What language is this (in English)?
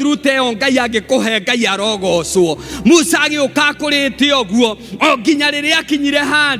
Kikuyu